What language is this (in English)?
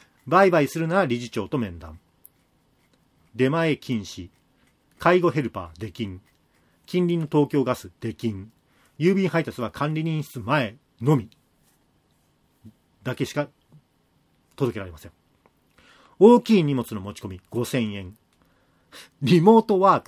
Japanese